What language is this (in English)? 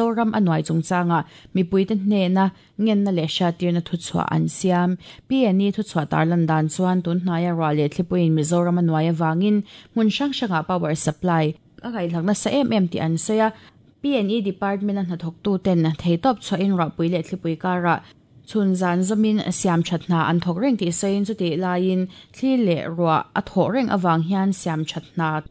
Mizo